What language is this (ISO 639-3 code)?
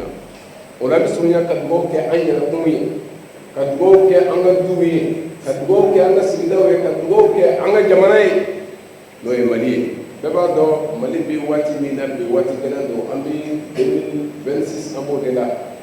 bam